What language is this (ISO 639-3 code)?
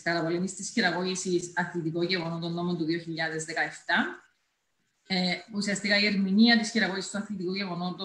ell